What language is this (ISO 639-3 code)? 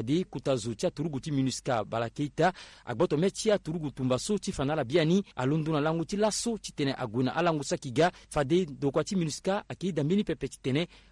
sag